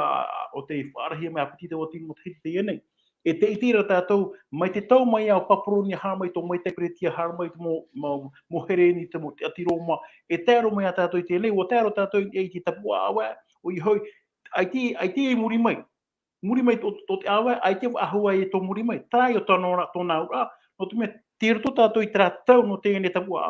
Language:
Tahitian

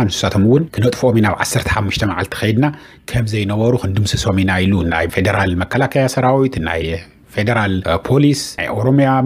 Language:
Tigrinya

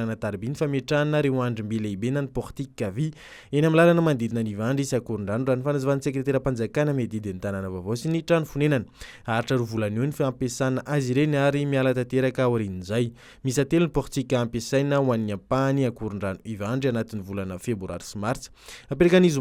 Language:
Malagasy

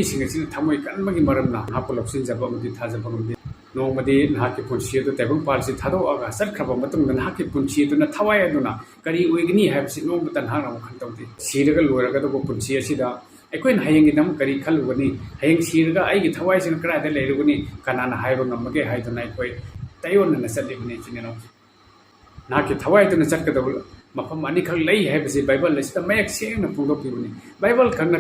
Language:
Manipuri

